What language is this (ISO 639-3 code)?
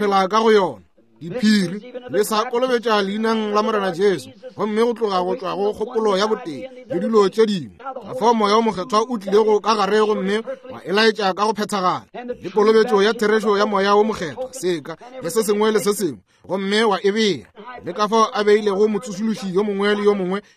nso